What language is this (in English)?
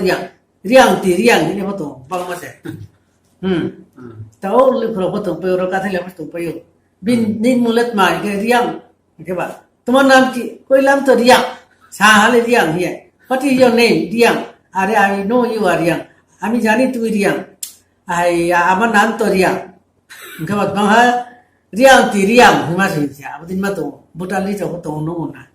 Riang (India)